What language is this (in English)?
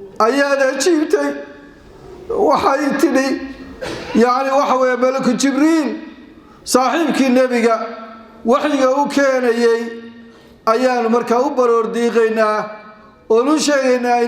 Somali